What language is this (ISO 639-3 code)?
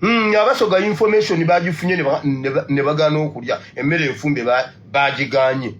lug